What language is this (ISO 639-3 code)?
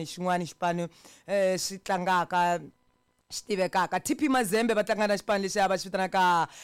tso